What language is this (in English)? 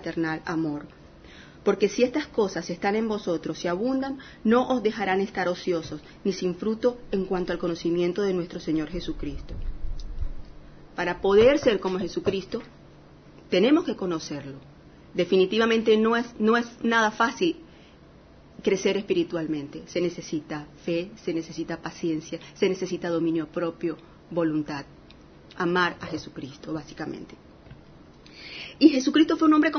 Spanish